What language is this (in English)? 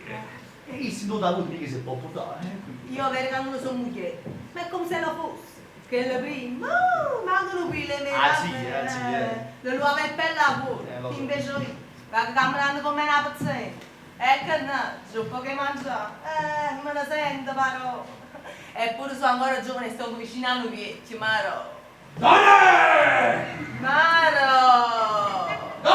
Neapolitan